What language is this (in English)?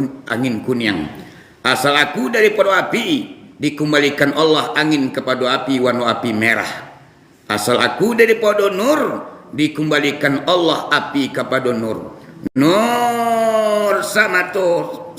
Minangkabau